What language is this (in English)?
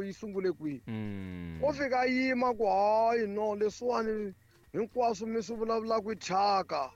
Tsonga